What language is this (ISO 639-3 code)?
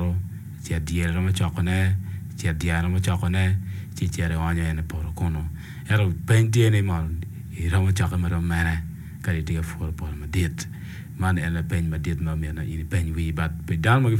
ach